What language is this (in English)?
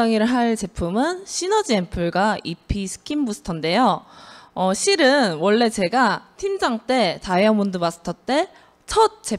Korean